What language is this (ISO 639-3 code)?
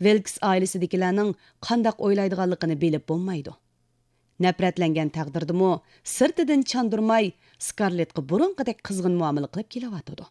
uig